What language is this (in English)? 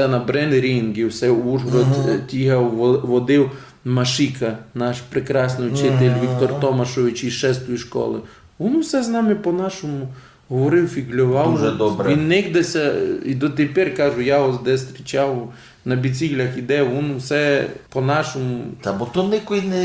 Rusyn